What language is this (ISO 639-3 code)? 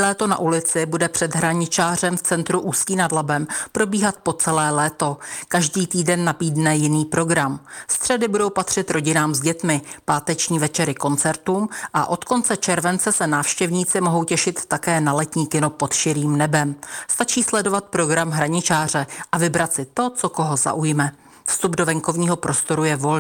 ces